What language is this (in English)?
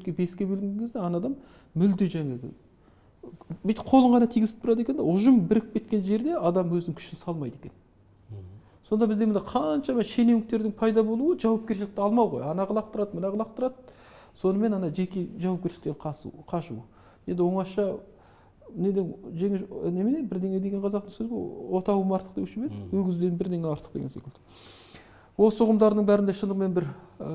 Kazakh